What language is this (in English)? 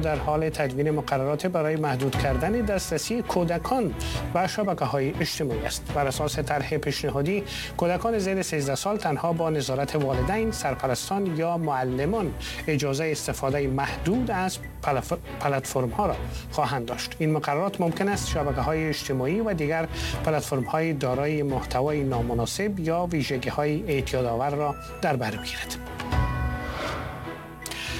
Persian